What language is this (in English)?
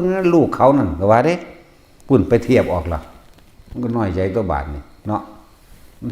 Northeastern Thai